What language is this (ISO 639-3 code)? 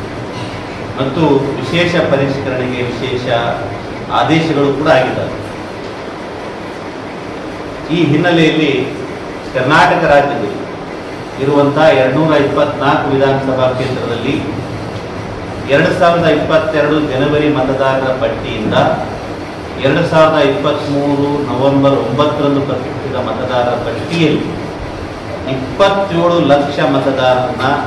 kan